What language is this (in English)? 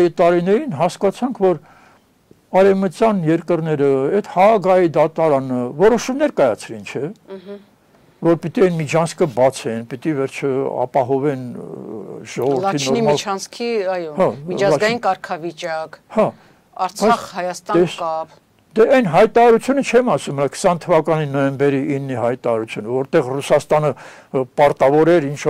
Armenian